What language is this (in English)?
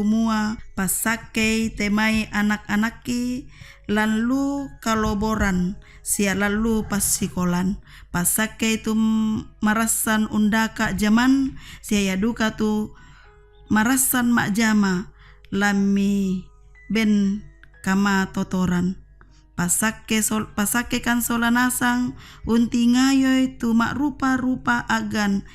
Toraja-Sa'dan